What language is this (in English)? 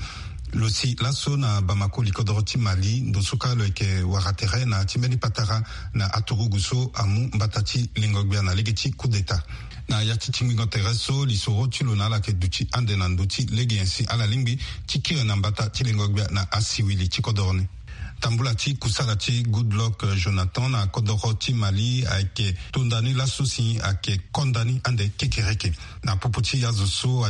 Sango